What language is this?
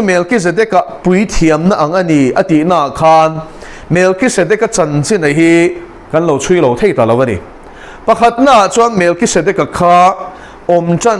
Mizo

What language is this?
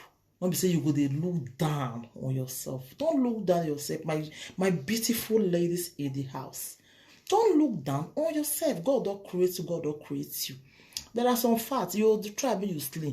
Nigerian Pidgin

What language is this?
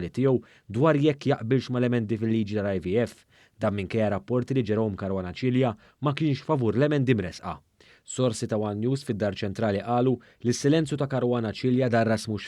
Maltese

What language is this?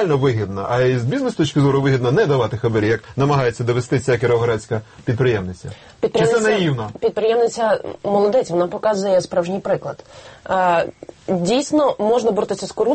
Ukrainian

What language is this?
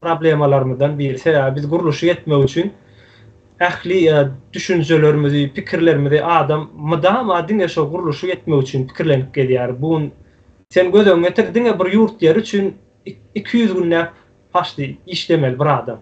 Turkmen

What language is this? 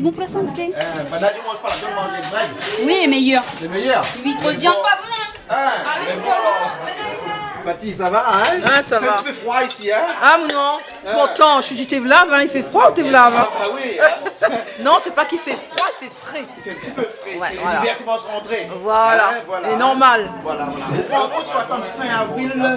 Réunion Creole French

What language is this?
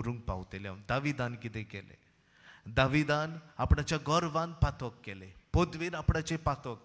Konkani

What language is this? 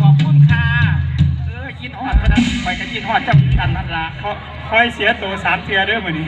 Northeastern Thai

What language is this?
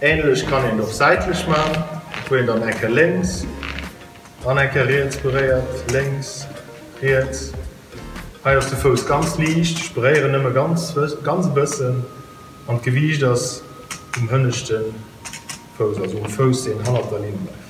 Luxembourgish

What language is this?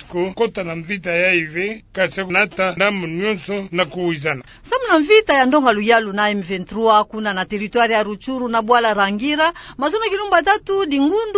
Kituba (Democratic Republic of Congo)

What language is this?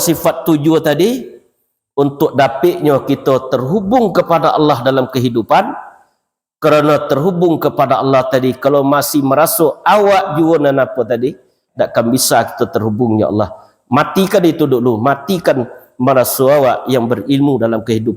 Minangkabau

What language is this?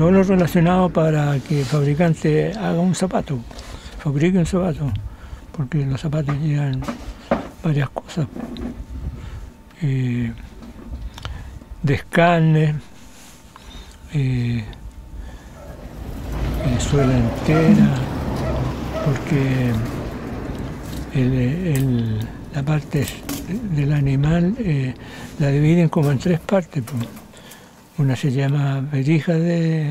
Spanish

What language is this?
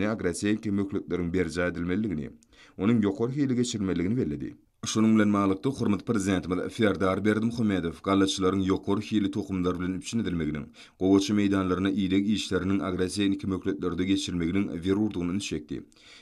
Turkmen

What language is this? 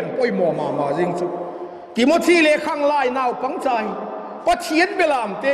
Vaiphei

